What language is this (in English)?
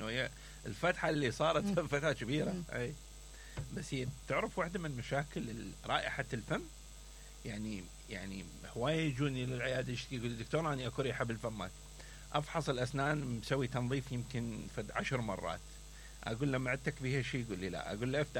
Mesopotamian Arabic